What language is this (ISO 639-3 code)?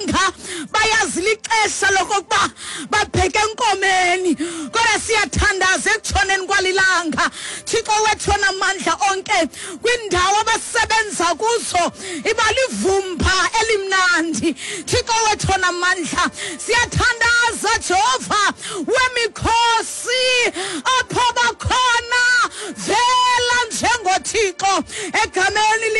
xho